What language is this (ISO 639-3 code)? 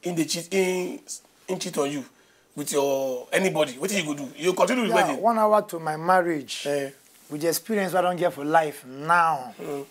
pcm